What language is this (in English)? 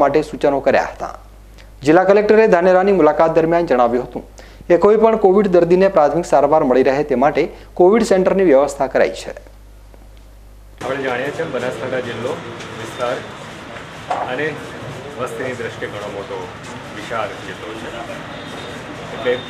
Gujarati